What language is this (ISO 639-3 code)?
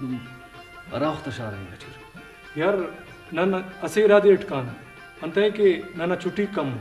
brh